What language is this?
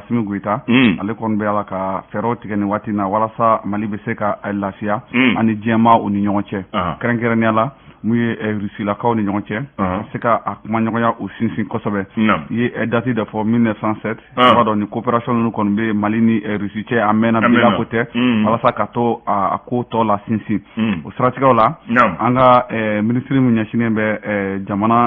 Bambara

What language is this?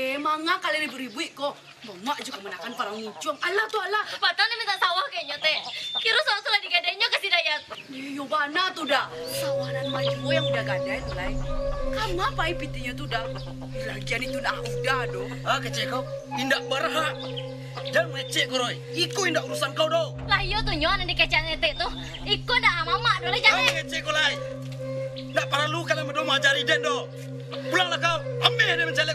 Minangkabau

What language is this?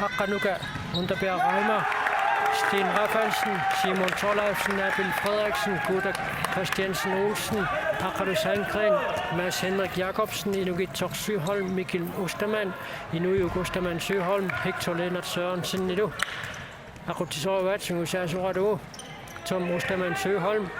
Kalaallisut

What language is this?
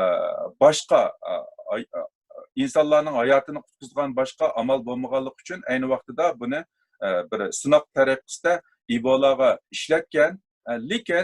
Uyghur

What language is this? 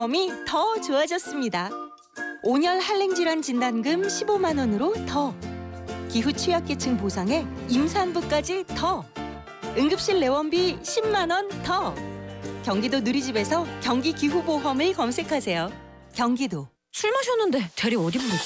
Korean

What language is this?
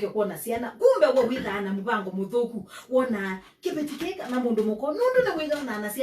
Kamba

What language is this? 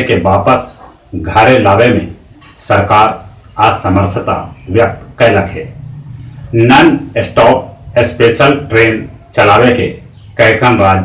Magahi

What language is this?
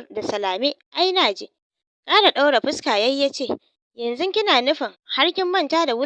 Hausa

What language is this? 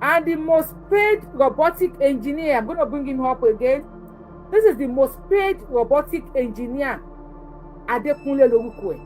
Yoruba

